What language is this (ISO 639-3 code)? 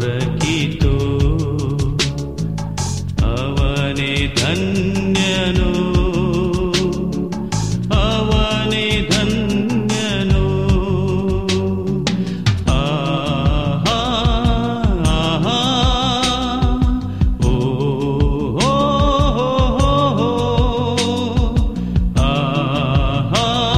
kan